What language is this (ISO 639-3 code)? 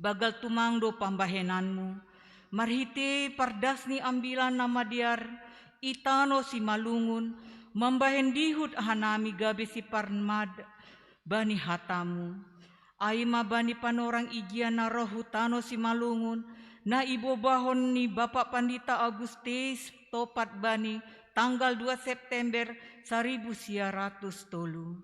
bts